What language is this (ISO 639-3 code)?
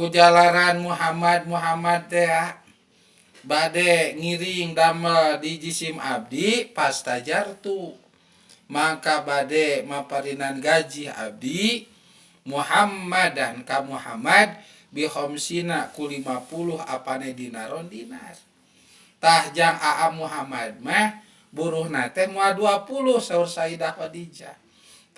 sun